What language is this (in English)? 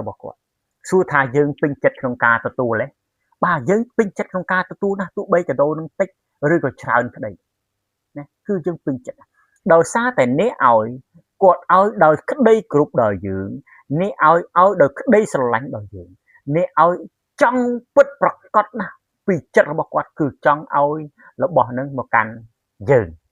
Khmer